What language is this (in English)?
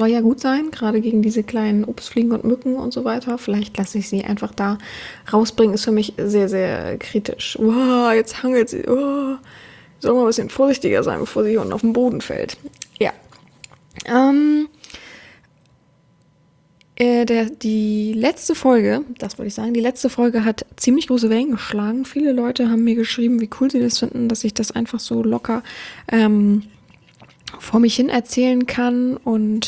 German